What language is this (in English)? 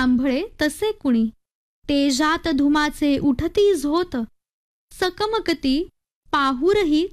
Marathi